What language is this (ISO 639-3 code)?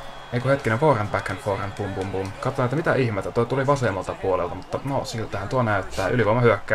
fin